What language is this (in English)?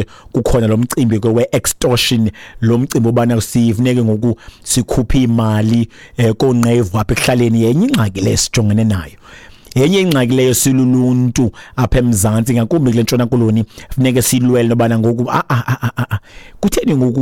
Xhosa